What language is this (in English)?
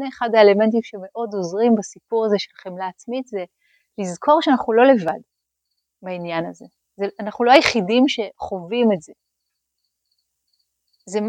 Hebrew